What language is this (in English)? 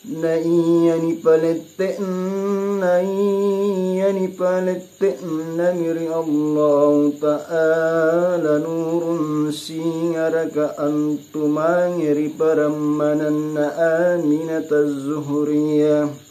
Makasar